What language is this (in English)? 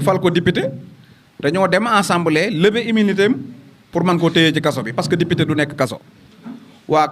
Wolof